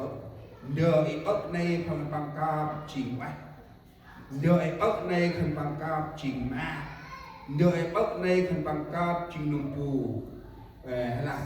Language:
Central Mnong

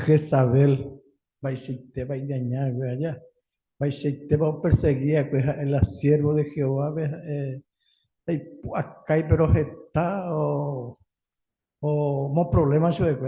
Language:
Guarani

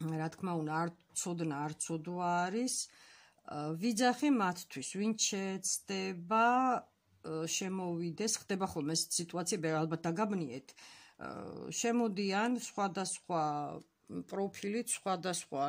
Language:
Georgian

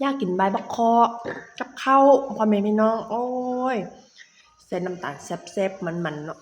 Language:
Northeastern Thai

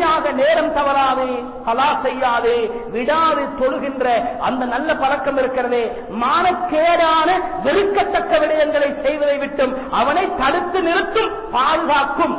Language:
Tamil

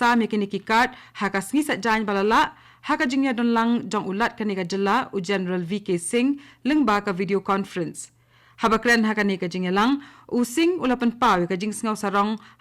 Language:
Khasi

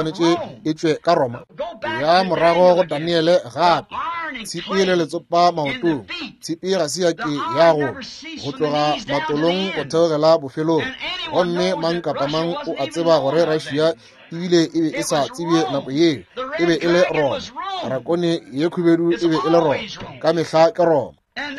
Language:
Northern Sotho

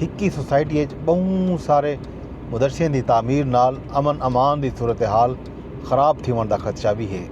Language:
Saraiki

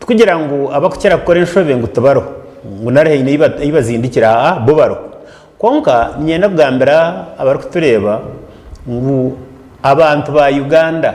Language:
Nyankole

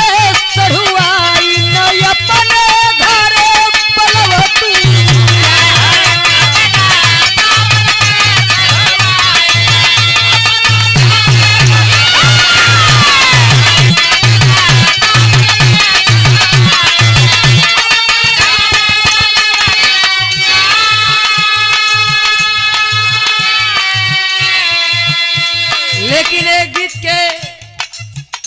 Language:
Bhojpuri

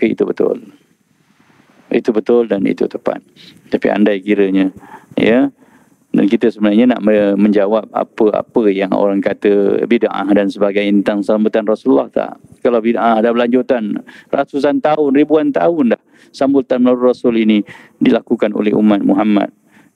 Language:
Malay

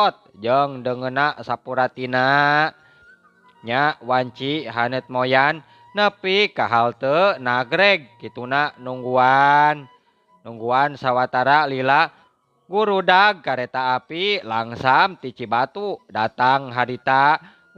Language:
Sundanese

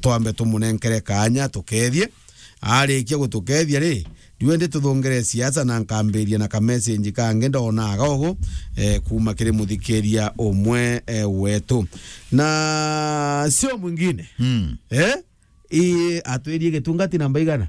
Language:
Meru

